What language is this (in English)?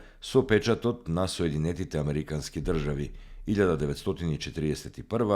Macedonian